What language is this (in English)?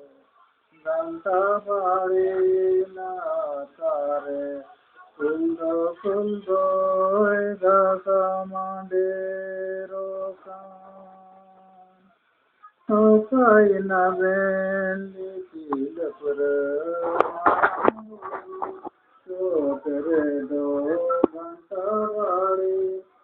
Santali